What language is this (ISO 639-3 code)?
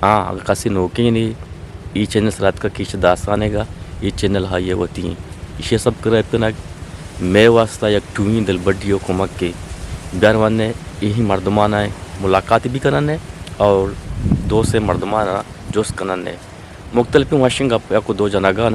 bgp